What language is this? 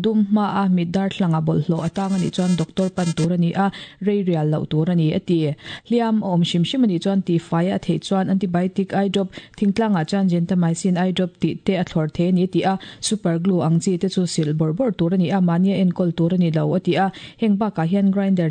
Mizo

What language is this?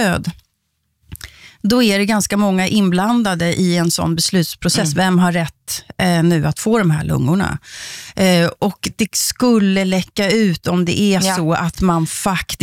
Swedish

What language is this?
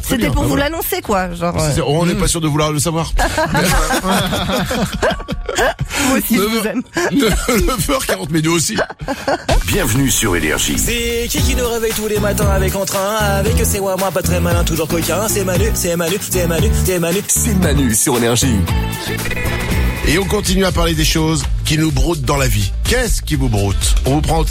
French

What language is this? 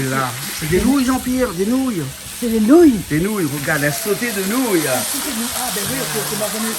Réunion Creole French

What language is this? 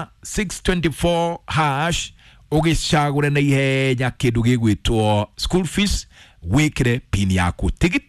Kikuyu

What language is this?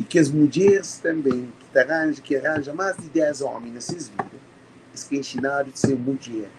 Kabuverdianu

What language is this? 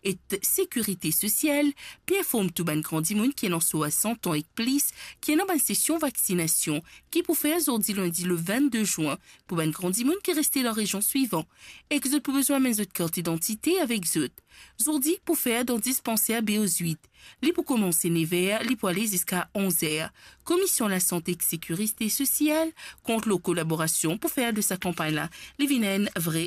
Morisyen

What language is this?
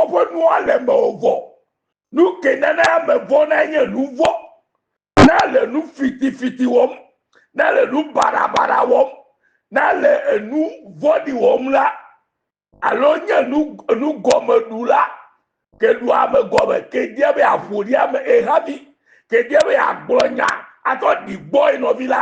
Ewe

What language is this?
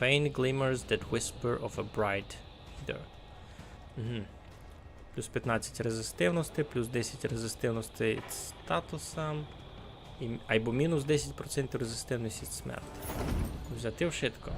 Rusyn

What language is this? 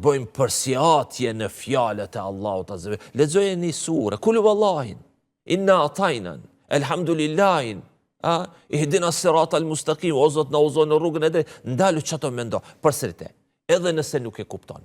Albanian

